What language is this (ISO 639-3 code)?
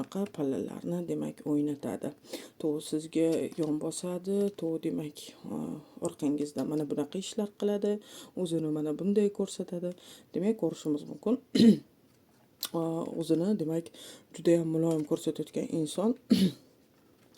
uzb